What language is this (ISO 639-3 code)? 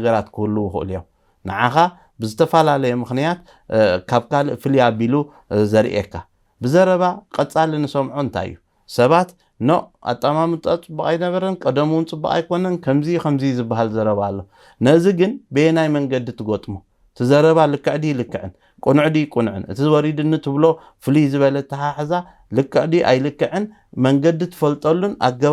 tir